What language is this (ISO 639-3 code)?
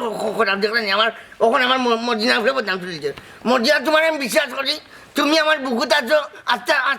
syl